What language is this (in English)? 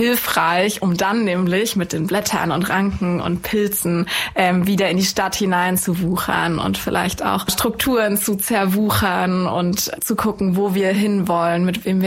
German